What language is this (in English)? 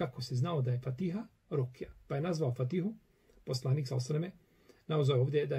Bosnian